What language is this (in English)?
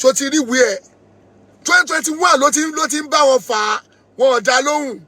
Yoruba